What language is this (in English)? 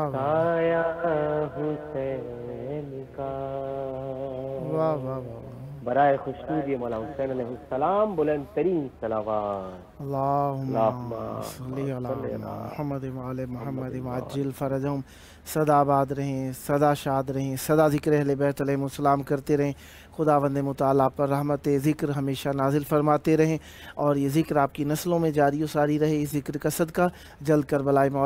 Urdu